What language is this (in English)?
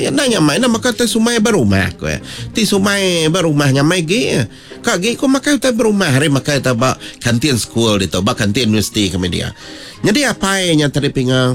Iban